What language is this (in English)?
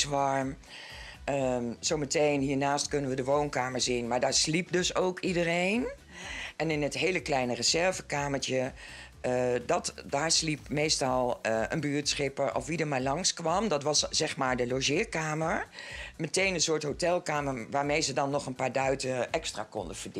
Dutch